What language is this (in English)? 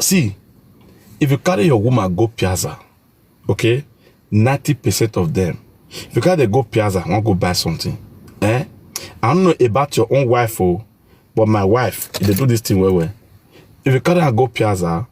Nigerian Pidgin